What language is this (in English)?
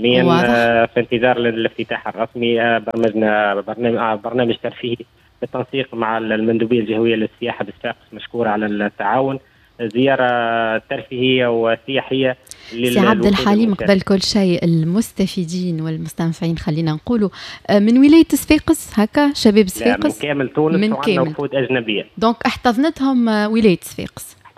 Tunisian Arabic